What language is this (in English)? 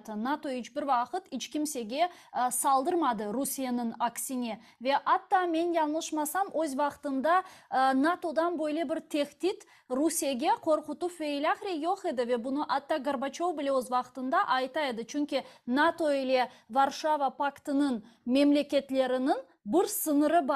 Crimean Tatar